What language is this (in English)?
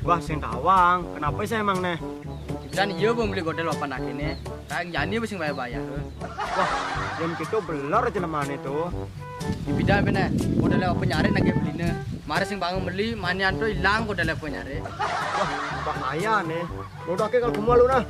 Balinese